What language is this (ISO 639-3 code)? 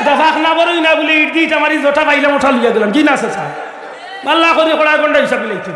syl